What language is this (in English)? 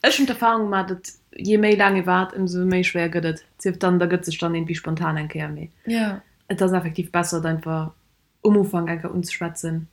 Luxembourgish